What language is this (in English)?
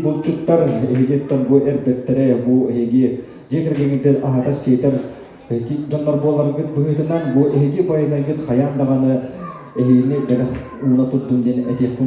Yakut